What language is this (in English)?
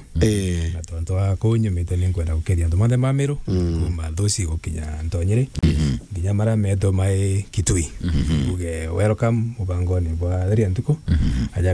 Meru